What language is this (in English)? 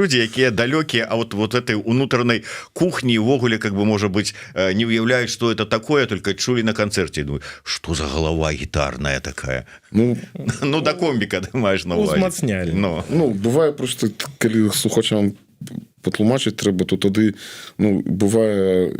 Belarusian